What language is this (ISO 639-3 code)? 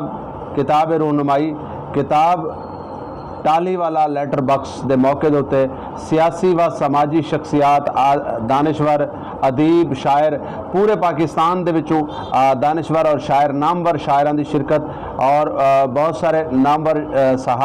skr